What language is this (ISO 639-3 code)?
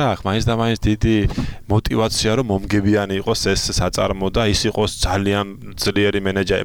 kat